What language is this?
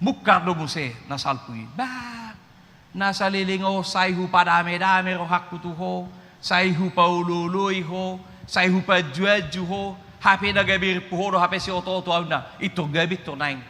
Batak Toba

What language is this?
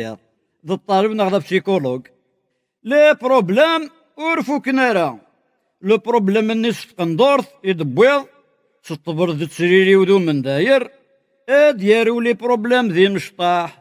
Kabyle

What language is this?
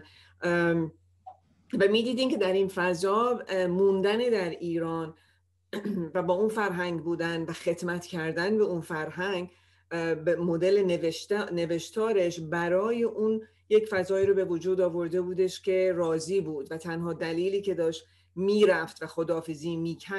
Persian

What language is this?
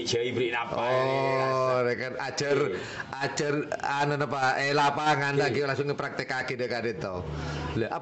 Madurese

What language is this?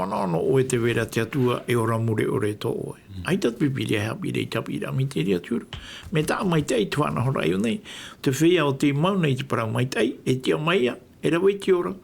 Tahitian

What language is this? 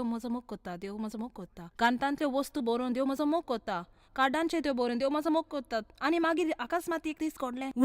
Konkani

